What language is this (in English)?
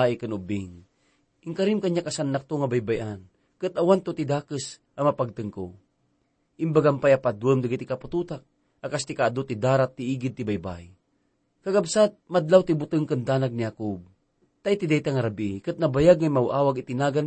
Iloko